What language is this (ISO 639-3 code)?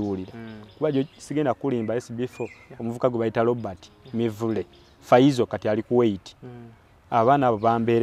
lug